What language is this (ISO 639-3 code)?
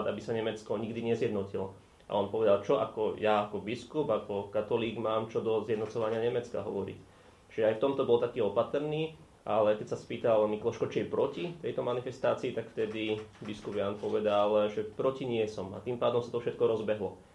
slk